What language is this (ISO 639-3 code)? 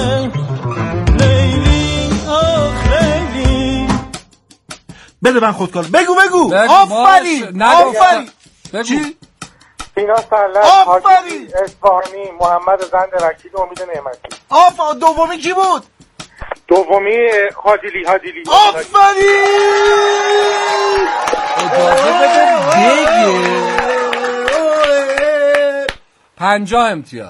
fas